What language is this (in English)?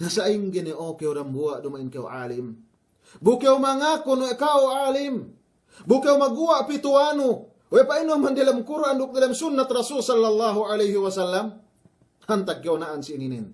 Yakan